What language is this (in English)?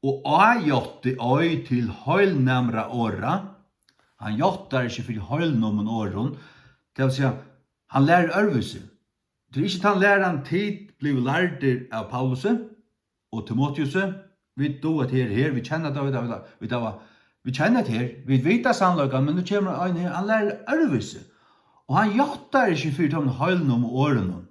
Faroese